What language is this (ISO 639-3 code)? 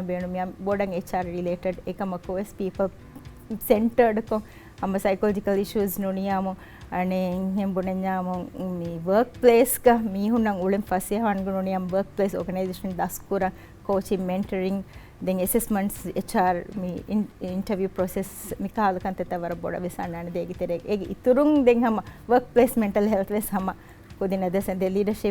div